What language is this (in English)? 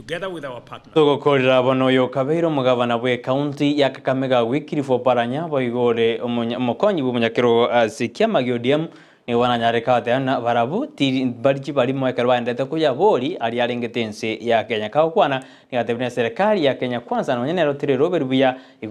Gusii